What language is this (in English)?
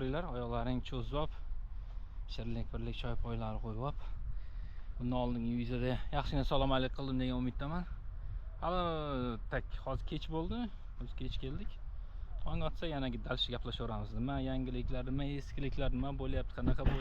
Uzbek